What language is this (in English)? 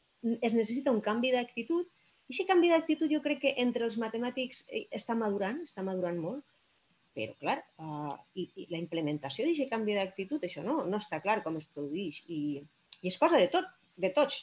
Catalan